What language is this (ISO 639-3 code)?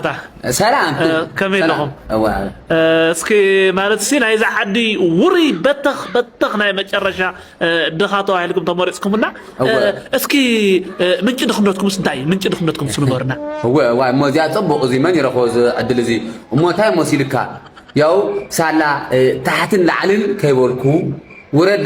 tir